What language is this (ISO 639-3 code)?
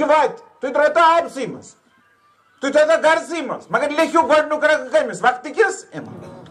kas